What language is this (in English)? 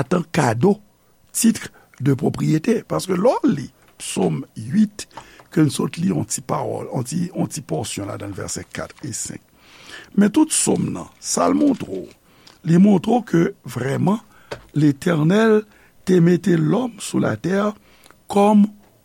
Haitian Creole